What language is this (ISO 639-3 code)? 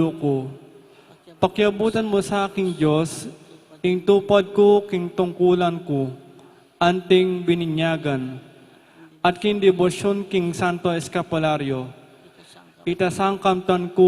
pam